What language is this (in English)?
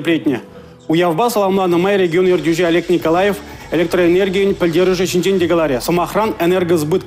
Chuvash